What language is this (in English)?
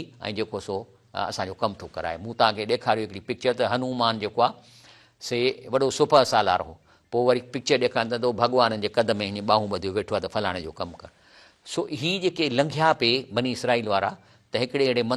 Sindhi